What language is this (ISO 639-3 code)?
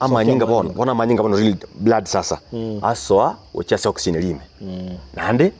guz